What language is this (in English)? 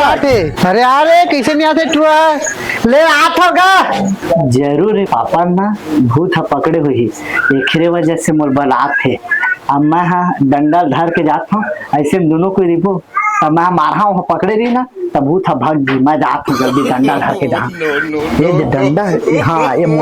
Chhattisgarhi